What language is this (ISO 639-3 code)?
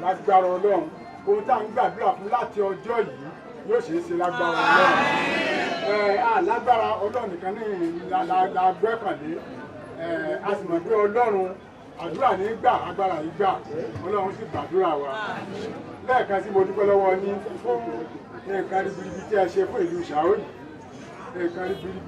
yor